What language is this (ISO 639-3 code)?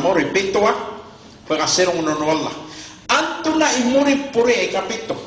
mrw